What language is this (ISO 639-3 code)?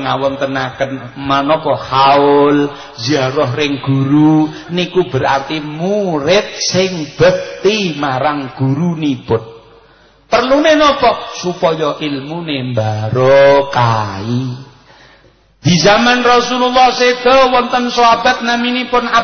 jav